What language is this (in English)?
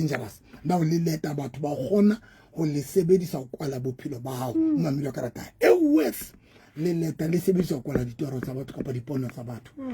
Southern Sotho